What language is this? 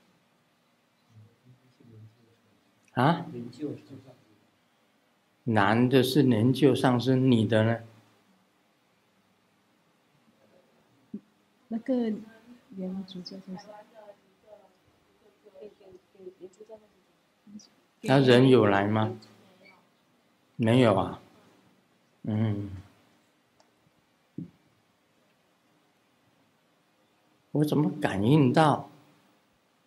Chinese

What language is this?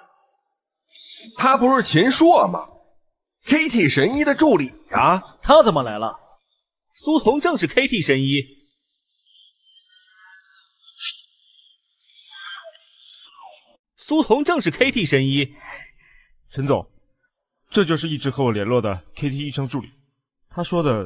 Chinese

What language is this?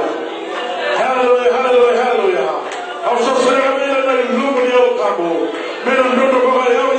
Fijian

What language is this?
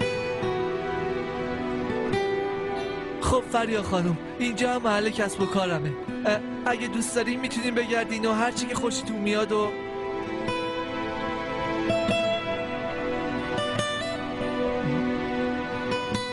Persian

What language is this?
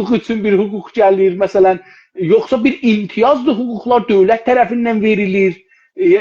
South Azerbaijani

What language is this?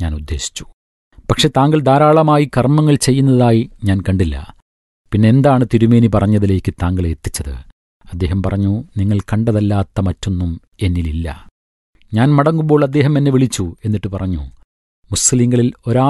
Malayalam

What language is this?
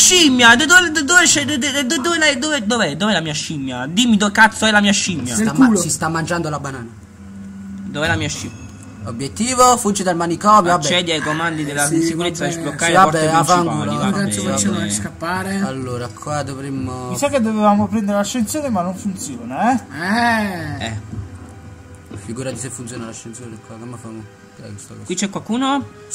Italian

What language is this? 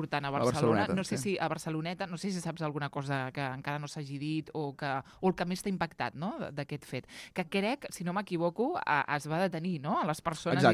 Catalan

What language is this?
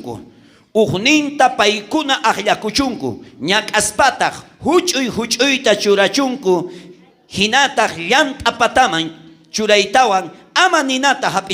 South Bolivian Quechua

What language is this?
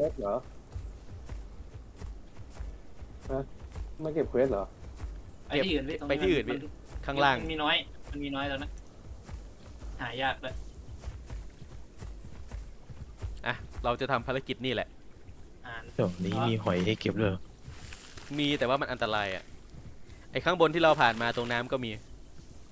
Thai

